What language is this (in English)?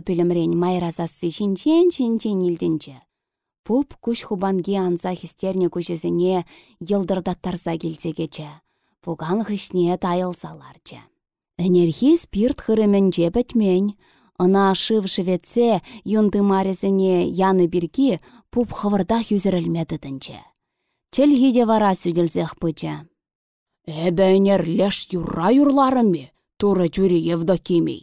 Chuvash